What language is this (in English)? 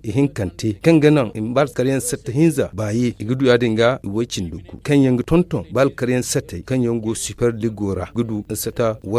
Zarma